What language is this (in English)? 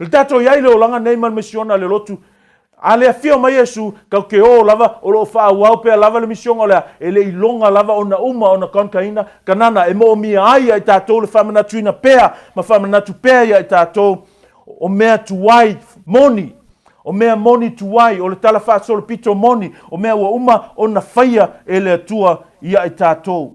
Samoan